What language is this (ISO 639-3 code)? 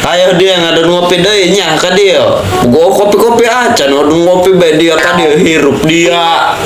sun